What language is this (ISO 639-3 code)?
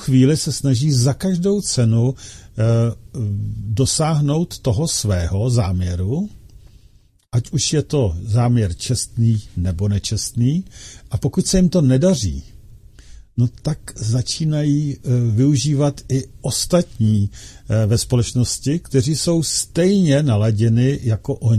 ces